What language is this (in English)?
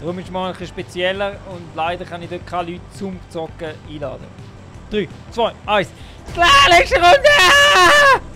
Swiss German